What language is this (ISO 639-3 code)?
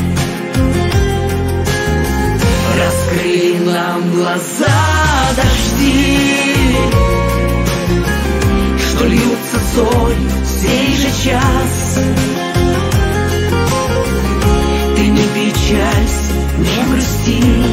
rus